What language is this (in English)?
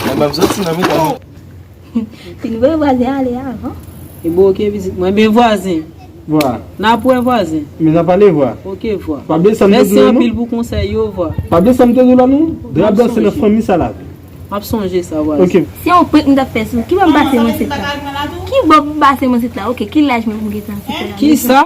Haitian Creole